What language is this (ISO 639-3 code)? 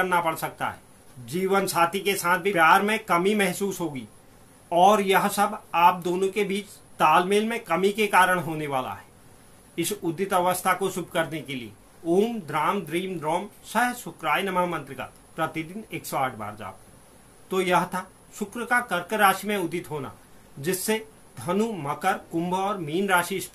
hin